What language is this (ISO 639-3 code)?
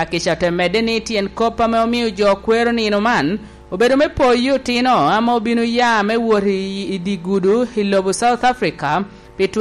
laj